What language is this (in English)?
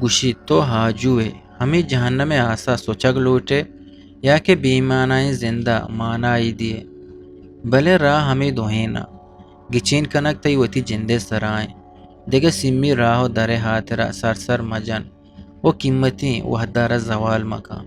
Eastern Balochi